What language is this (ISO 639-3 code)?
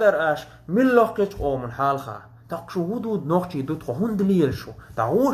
che